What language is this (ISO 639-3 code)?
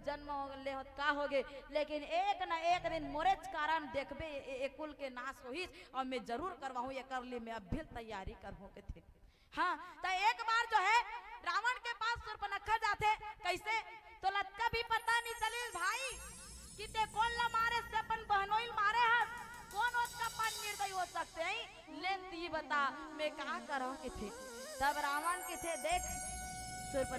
hne